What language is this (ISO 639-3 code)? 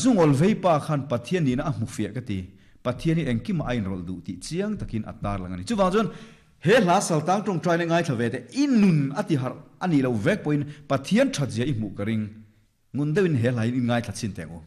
lus